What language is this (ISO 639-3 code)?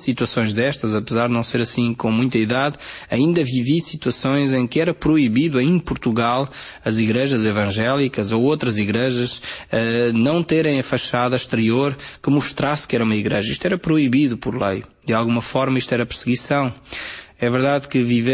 por